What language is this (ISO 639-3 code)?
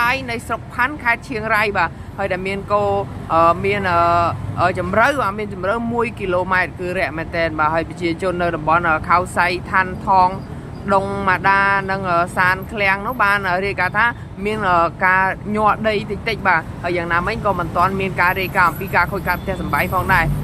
khm